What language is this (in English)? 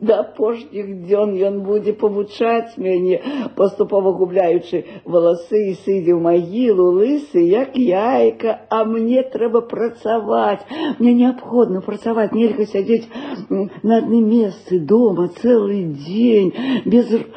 Belarusian